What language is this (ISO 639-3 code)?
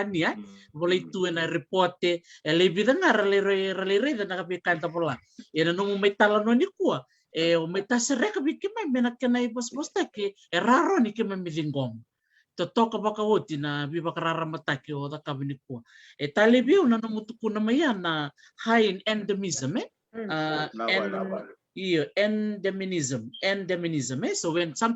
fij